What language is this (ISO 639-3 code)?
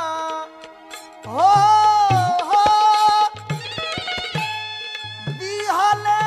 bho